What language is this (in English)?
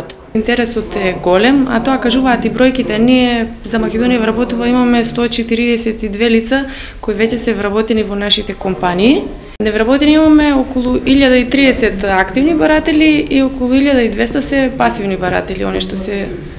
Macedonian